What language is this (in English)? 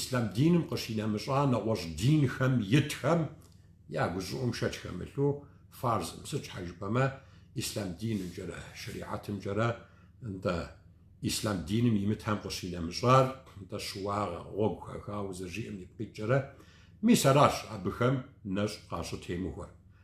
Kabardian